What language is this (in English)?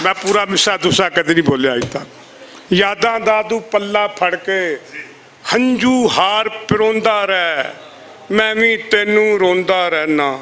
Western Panjabi